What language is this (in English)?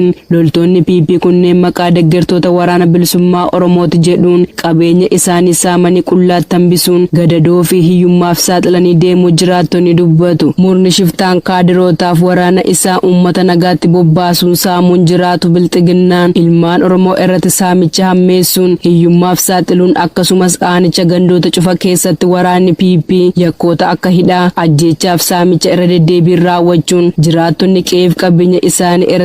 Oromo